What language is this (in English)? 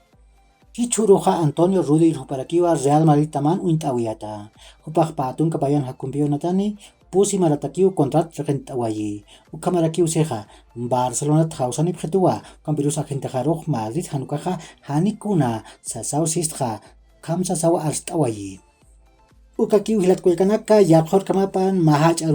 Aymara